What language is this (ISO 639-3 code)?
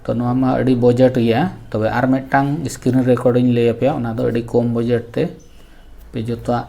sat